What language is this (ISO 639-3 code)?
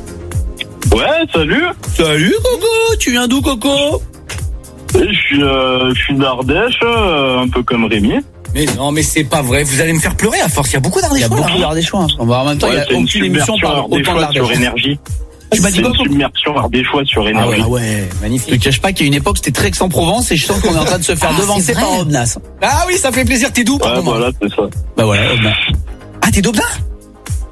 fra